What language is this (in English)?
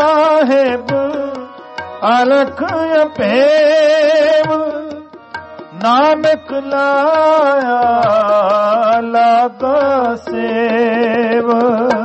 Punjabi